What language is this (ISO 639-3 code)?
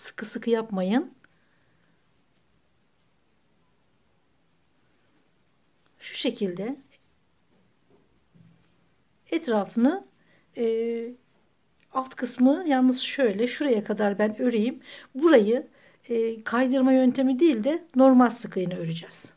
tur